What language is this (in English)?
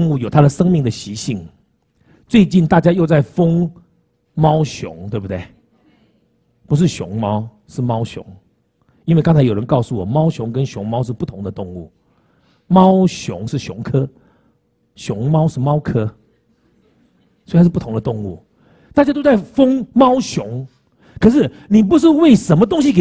Chinese